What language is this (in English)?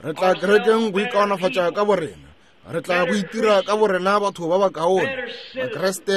Northern Sotho